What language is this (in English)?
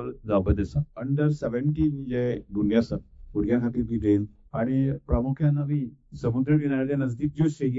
Konkani